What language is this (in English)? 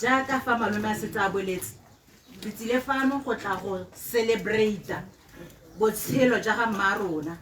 Tswana